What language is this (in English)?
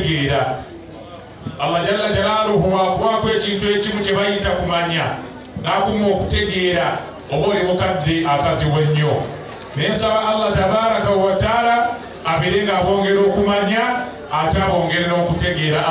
Ganda